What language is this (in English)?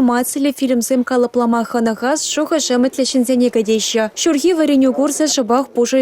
Chuvash